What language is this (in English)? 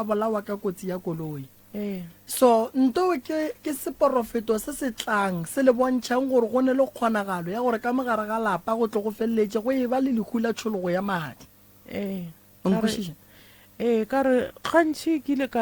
Northern Sotho